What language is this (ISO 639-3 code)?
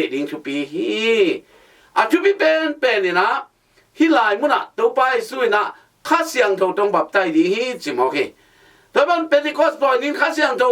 ctd